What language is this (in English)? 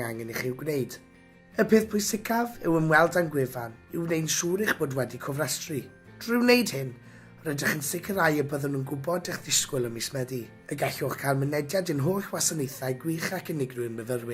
Welsh